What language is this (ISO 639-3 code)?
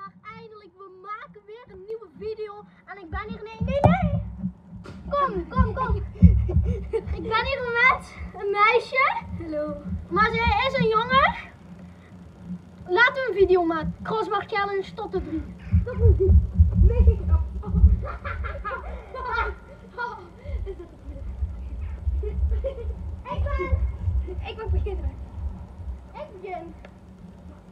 nld